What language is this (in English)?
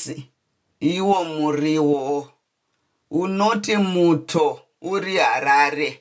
Shona